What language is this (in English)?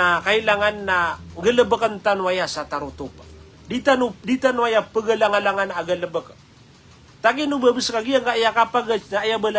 Maranao